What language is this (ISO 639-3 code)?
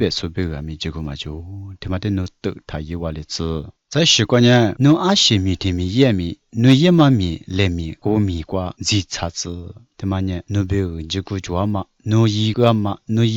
lis